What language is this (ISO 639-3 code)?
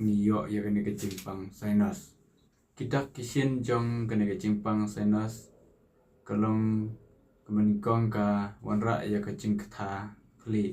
kha